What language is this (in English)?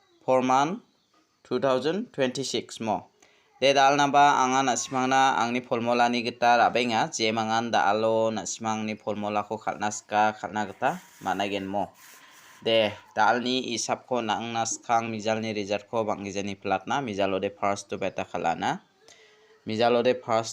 Garo